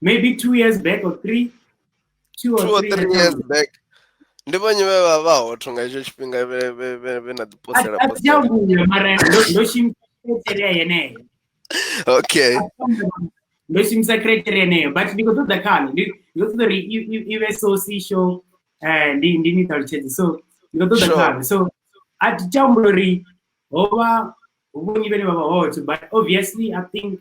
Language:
Venda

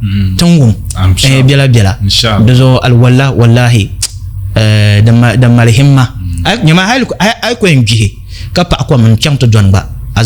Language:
Dagbani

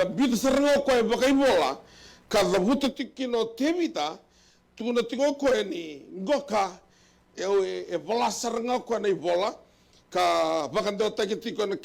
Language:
Fijian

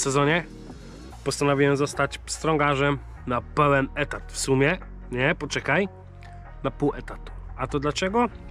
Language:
Polish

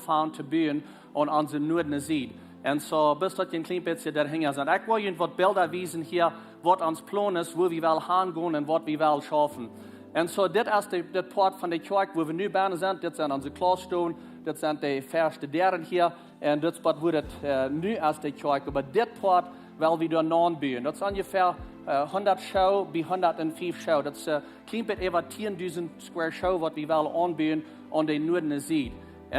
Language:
Plautdietsch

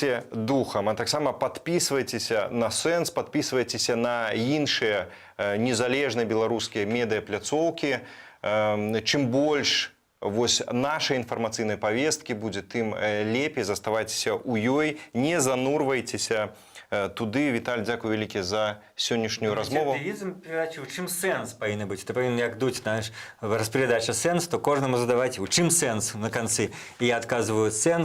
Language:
Belarusian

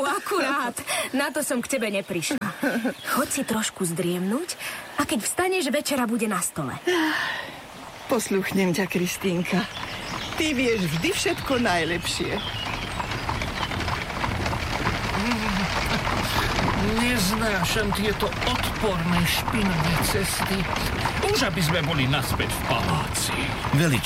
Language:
Slovak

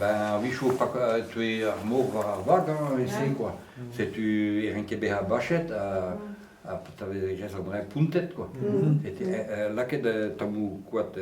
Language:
Breton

